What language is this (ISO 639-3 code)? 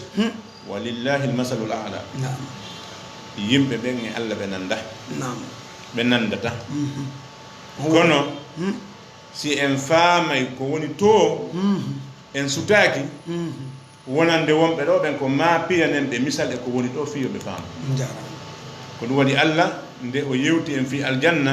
ful